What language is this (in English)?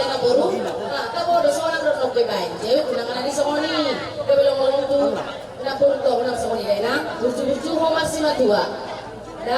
Batak Toba